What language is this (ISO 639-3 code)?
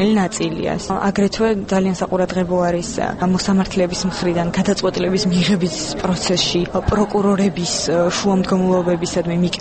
kat